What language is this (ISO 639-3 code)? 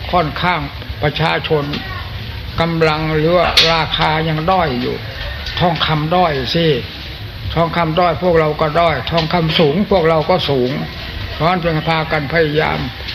tha